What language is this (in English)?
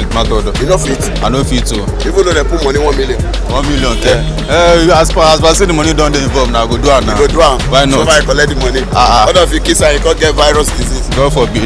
Nigerian Pidgin